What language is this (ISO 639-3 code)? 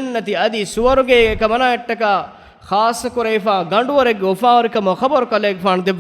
div